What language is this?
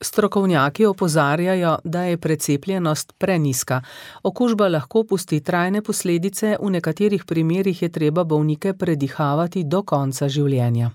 Slovenian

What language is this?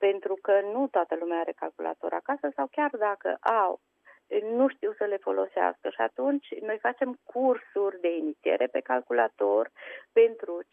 Romanian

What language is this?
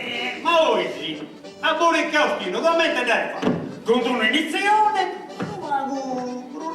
Sardinian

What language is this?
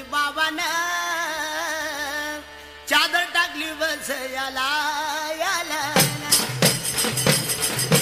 Marathi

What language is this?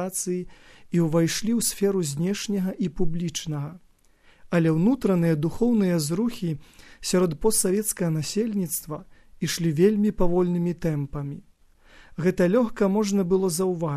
Belarusian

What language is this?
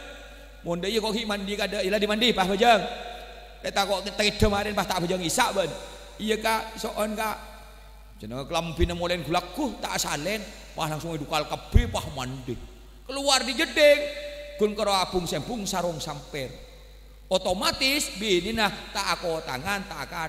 Madurese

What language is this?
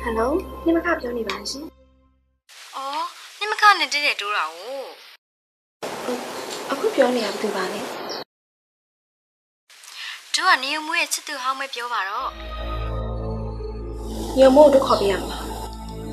Burmese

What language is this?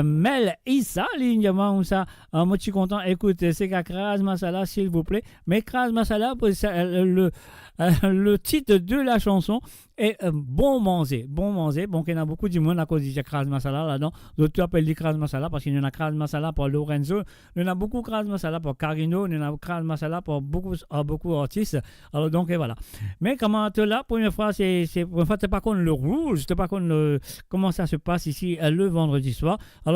Morisyen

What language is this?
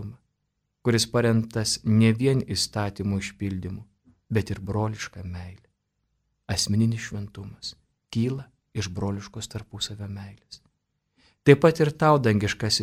Lithuanian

